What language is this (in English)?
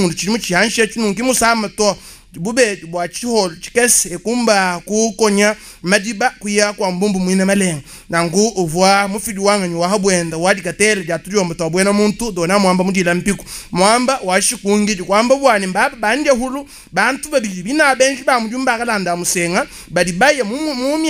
Luba-Lulua